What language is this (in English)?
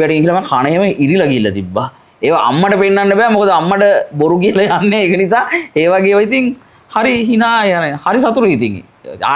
Sinhala